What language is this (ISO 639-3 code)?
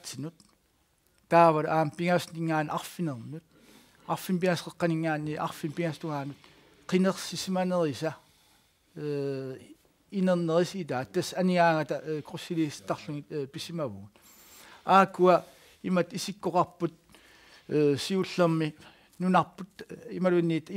kal